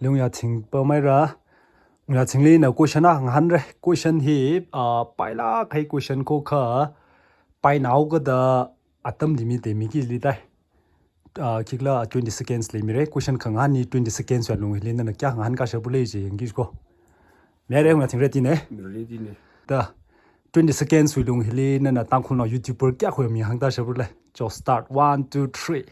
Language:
Tangkhul Naga (India)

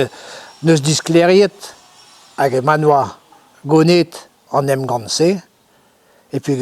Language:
Breton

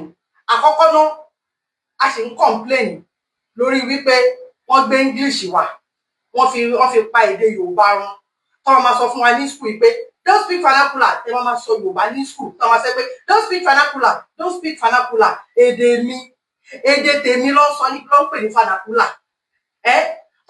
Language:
Yoruba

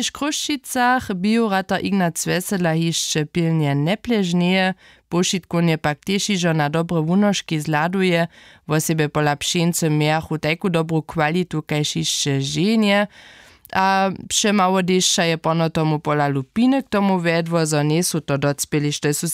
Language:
Upper Sorbian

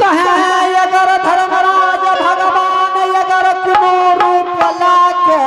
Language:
Angika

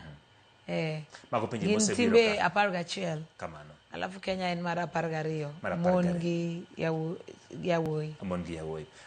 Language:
Luo (Kenya and Tanzania)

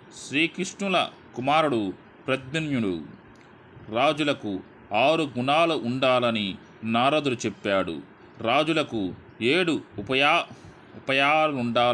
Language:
Telugu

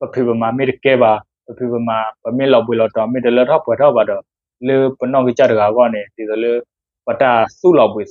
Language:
S'gaw Karen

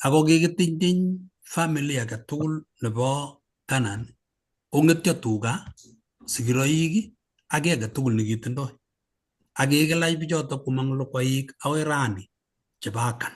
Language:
Kalenjin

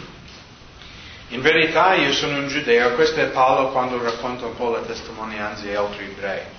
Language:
Italian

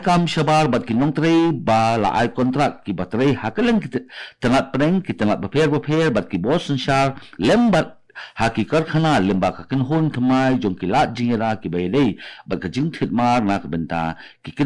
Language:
Khasi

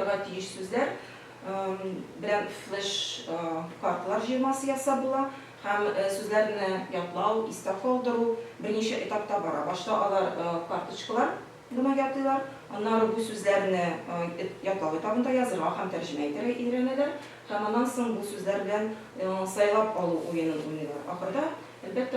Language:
Tatar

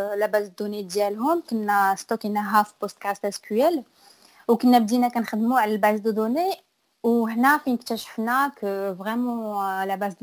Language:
Moroccan Arabic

